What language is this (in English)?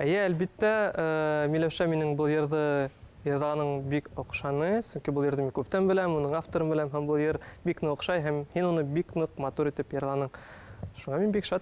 Bashkir